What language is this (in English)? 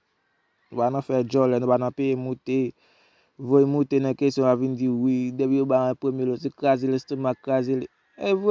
Haitian Creole